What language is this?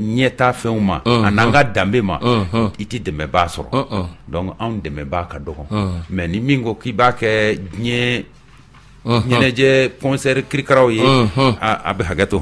Bambara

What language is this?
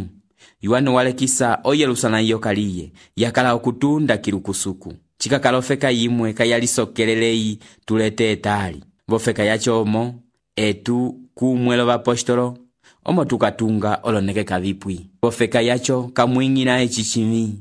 Umbundu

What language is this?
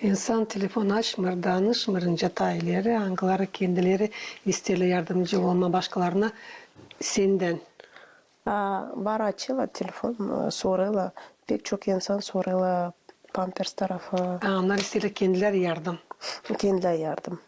Gagauz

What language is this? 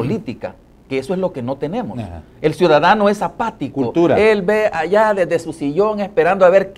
Spanish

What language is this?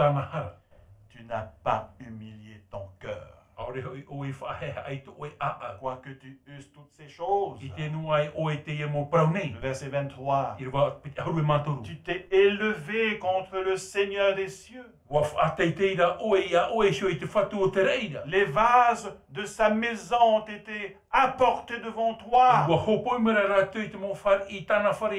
Tahitian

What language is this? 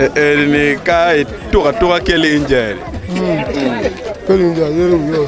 Acoli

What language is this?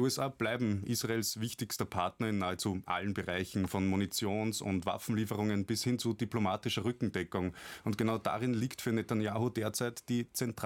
German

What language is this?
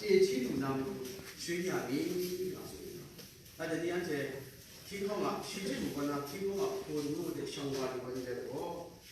Kachin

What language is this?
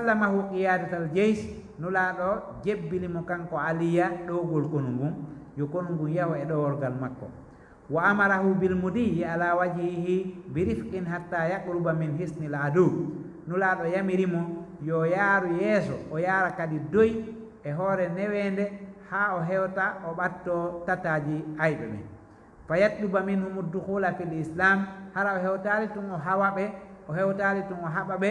Fula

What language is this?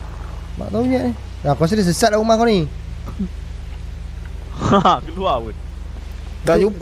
Malay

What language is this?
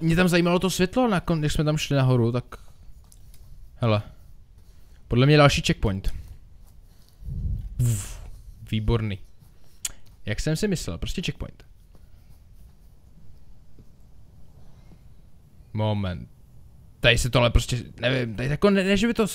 Czech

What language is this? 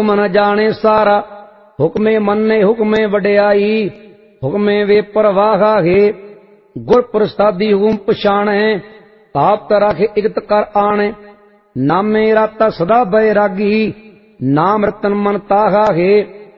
Punjabi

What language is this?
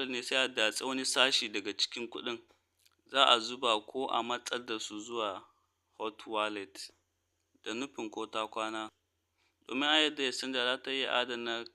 Hausa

